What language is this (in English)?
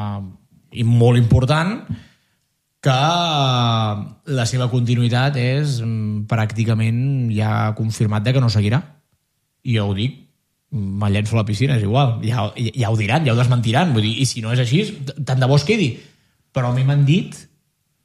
Catalan